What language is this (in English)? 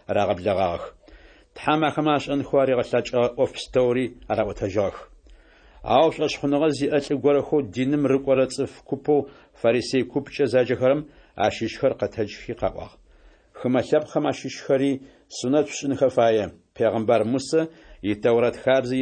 Adyghe